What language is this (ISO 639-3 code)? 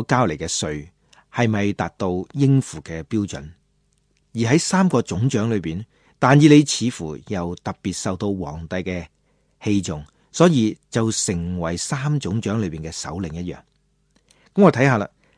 yue